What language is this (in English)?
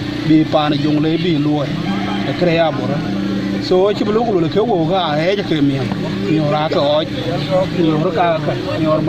Dinka